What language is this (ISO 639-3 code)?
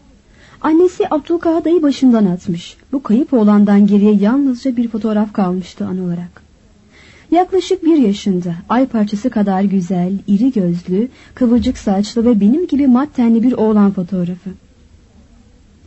tur